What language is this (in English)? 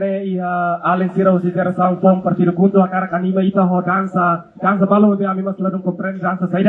Tetum